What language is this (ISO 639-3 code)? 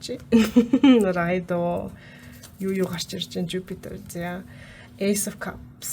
mon